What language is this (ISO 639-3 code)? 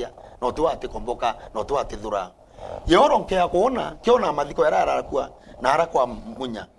mer